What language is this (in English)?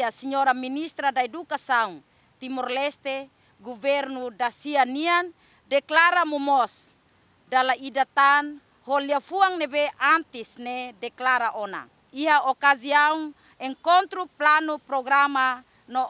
Tetum